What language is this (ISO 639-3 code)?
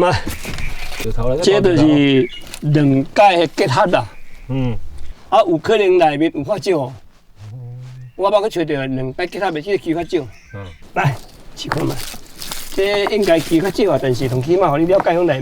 nan